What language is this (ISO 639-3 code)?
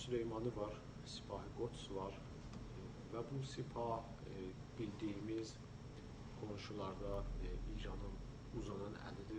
azb